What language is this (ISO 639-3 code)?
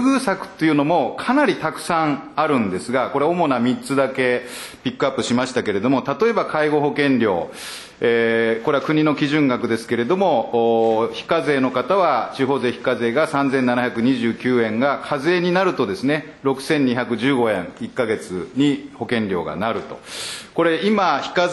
jpn